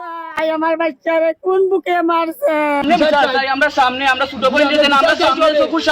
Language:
Sylheti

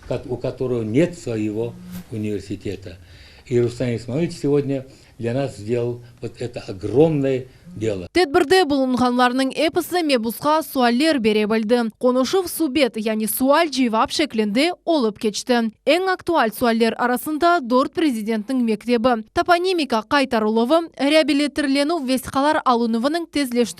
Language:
Crimean Tatar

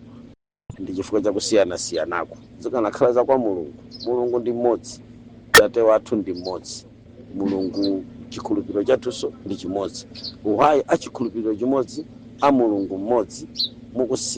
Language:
Nyanja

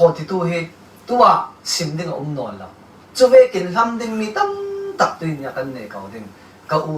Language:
Falam Chin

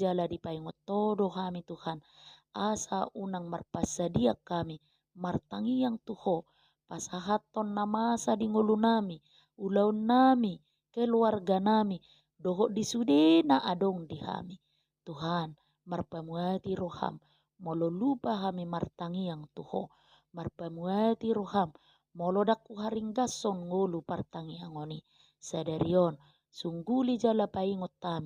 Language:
Batak Toba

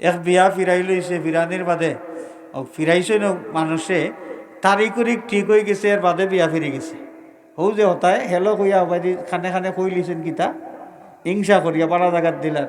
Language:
Sylheti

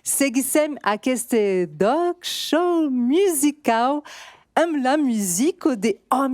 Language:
Occitan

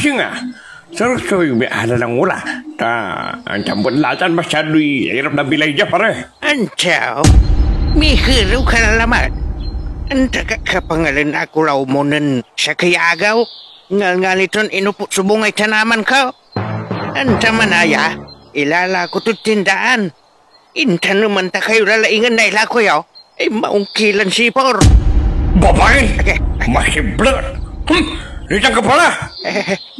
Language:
Pangasinan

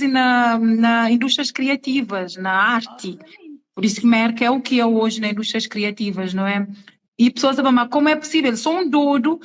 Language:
Kabuverdianu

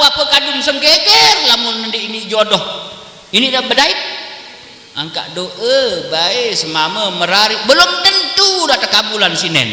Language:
Sasak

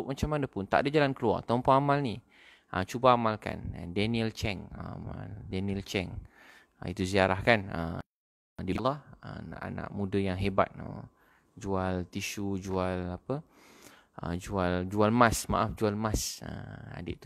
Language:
Malay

